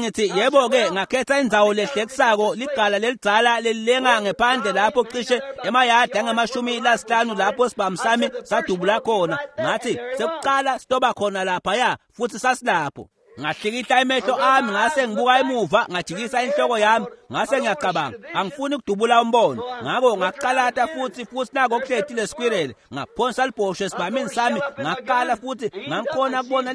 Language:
Swati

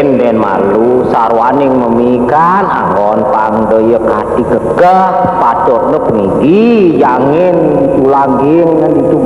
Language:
Balinese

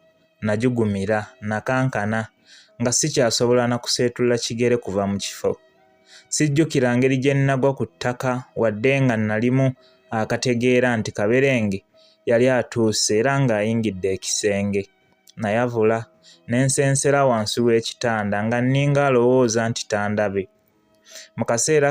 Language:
Ganda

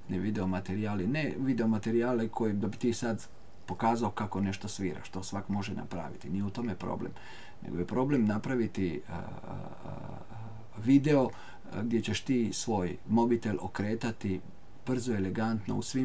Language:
Croatian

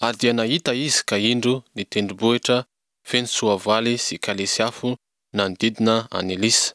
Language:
Malagasy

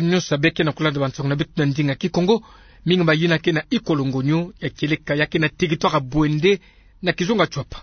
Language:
Kituba (Democratic Republic of Congo)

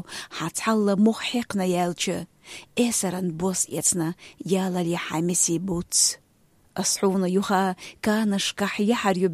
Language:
Chechen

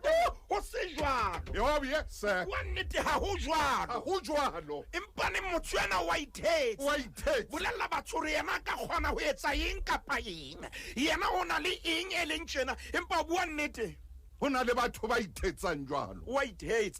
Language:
Southern Sotho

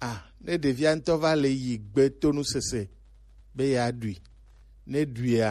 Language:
Gen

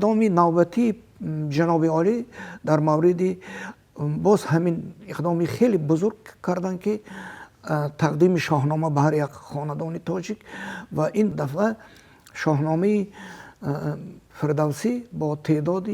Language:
Tajik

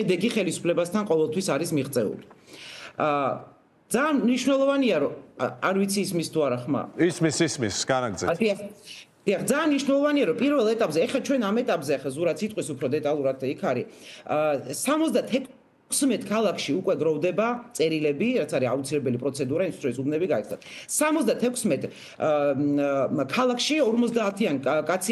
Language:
Georgian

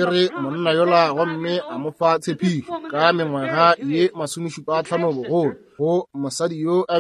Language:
Northern Sotho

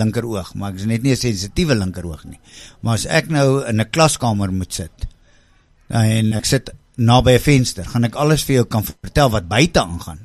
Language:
Afrikaans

